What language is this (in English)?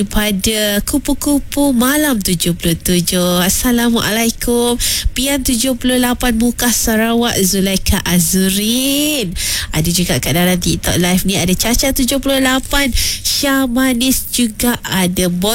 Malay